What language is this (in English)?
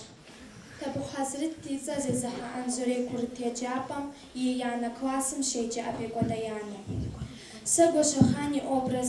Kabardian